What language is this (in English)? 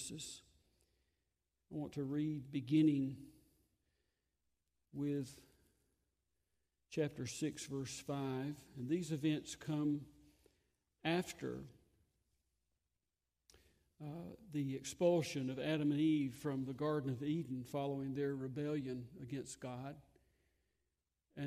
English